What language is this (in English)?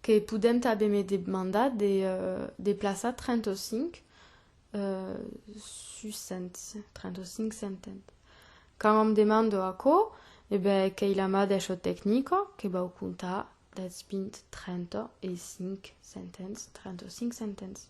Occitan